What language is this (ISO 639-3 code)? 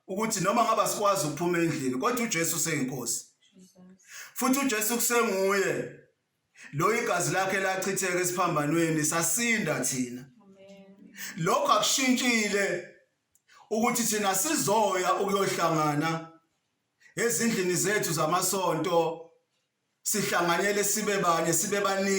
zul